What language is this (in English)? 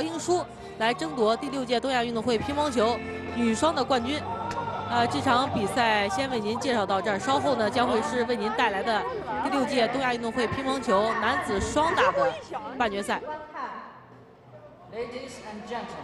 Chinese